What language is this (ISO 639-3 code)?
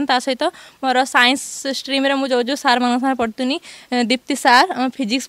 ori